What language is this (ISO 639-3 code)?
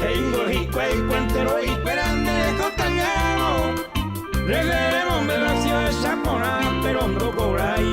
grn